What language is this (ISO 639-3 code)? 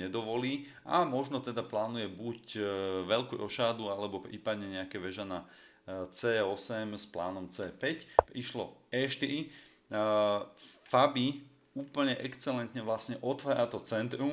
slk